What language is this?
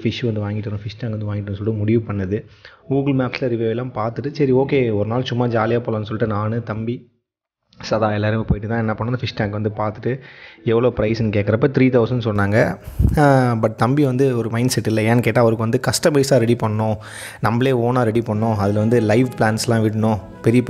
Tamil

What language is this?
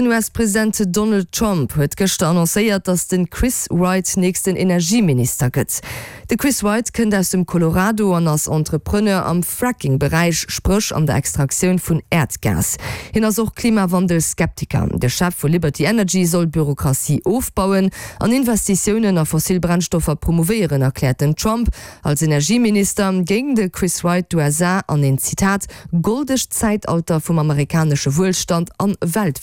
Luxembourgish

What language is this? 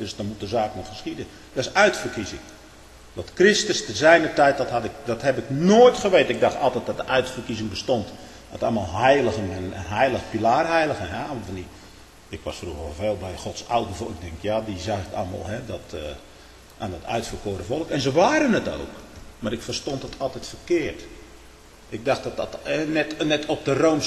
Dutch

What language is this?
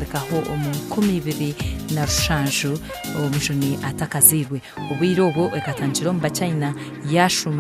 Nyankole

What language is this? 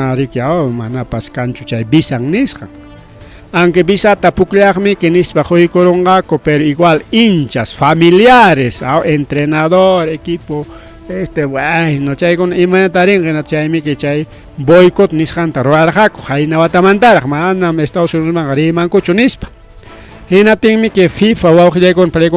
Ayacucho Quechua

